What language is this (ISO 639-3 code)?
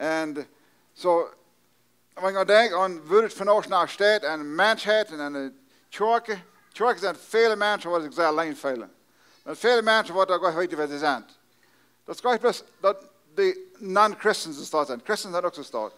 pdt